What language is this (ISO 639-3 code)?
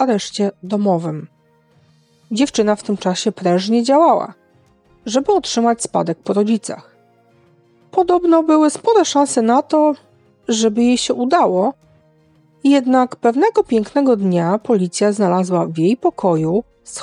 pol